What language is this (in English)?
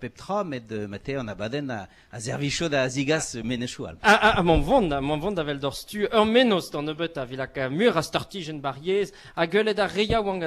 Breton